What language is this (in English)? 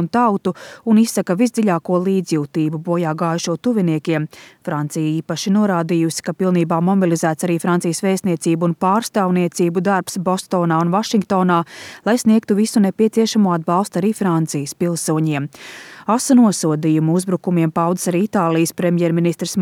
Latvian